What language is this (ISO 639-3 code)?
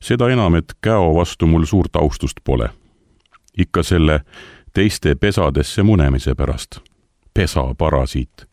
est